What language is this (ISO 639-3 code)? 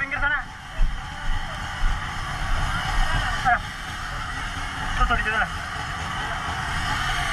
ind